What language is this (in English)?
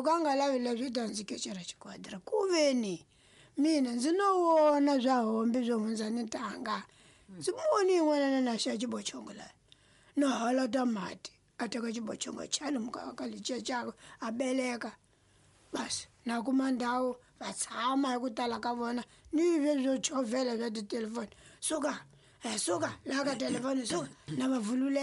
Tsonga